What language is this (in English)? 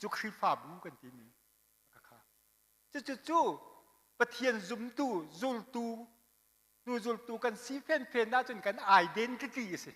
Hakha Chin